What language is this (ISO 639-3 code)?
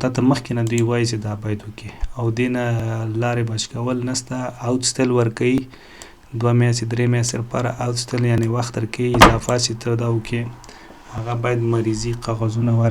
pus